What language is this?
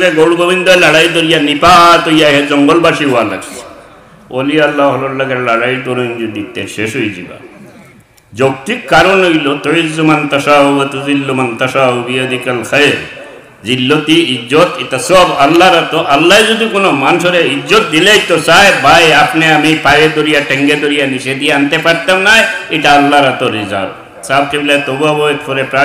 Sylheti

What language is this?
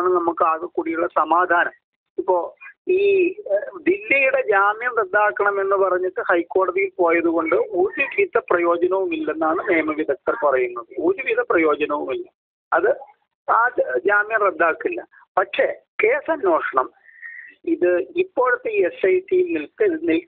Malayalam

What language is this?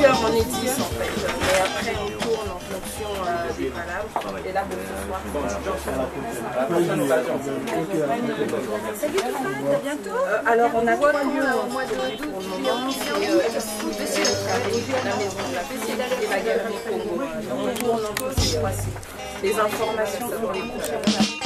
French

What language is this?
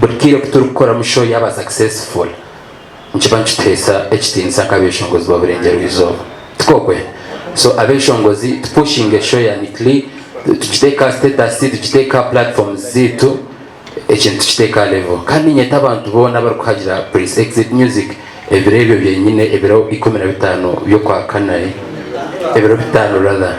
Nyankole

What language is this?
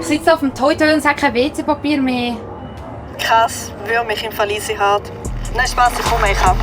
Swiss German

